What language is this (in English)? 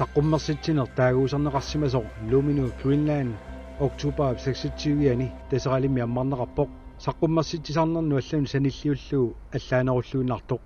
Kalaallisut